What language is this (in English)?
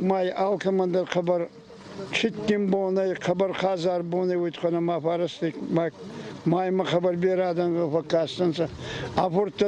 Ossetic